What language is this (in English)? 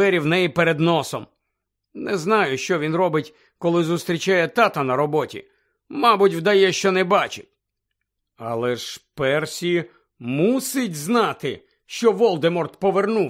Ukrainian